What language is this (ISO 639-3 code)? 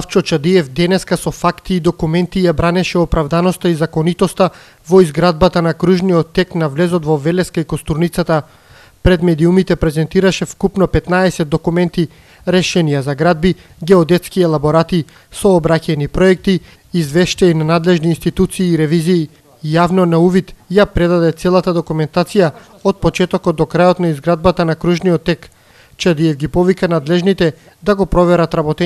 mkd